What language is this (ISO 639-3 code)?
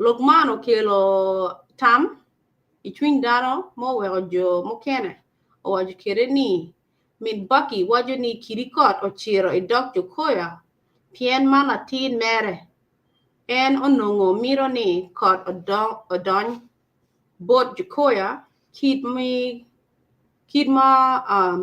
ach